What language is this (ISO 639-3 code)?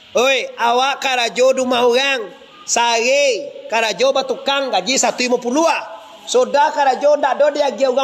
min